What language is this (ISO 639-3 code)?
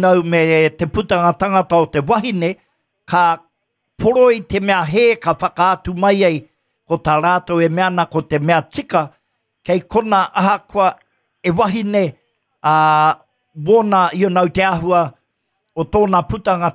mri